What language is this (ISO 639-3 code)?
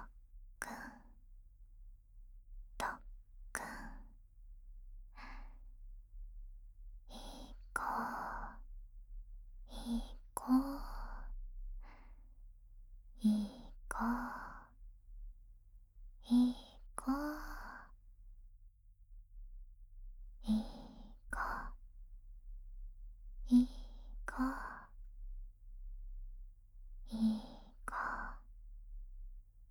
jpn